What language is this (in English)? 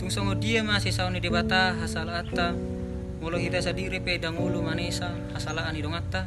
Batak Toba